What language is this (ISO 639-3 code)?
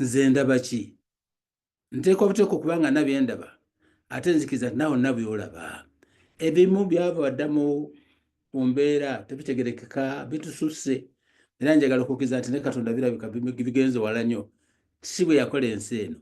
lug